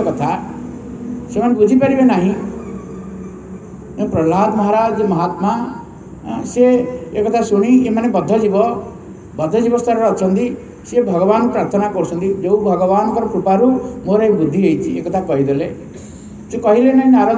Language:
Odia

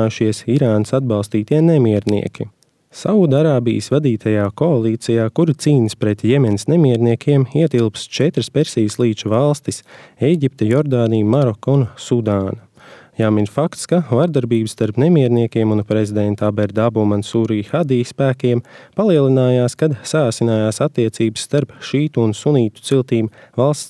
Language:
Latvian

